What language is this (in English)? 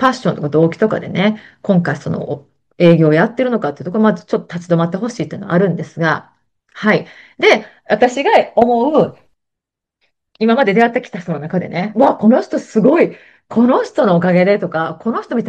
Japanese